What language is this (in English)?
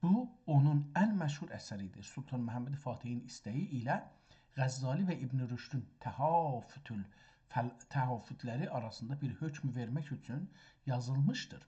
South Azerbaijani